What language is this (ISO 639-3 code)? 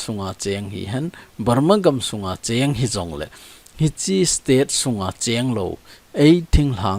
tcz